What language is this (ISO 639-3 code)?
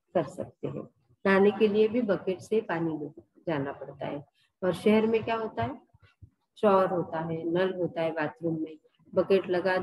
hin